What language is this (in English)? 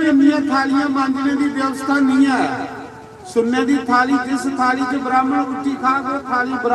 Dogri